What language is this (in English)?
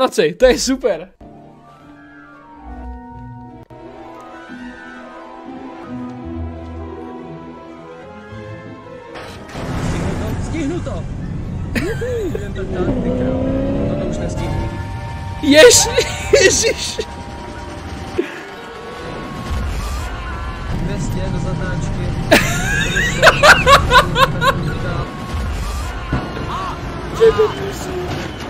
Slovak